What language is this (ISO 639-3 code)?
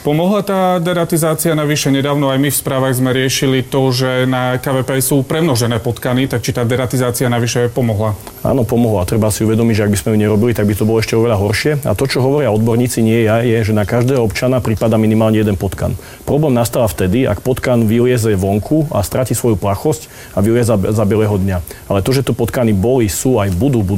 slk